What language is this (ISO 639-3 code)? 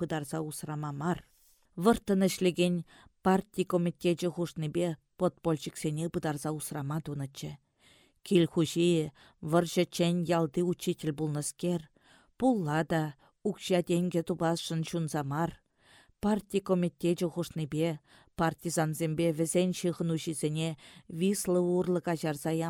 chv